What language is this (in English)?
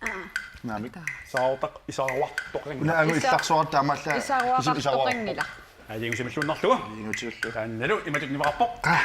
Kalaallisut